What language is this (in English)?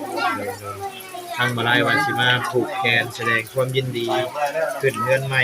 Lao